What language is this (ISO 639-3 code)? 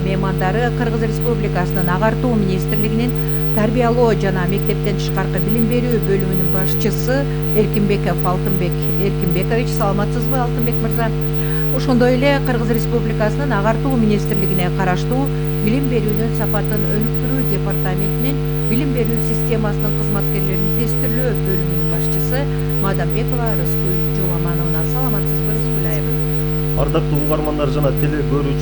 kir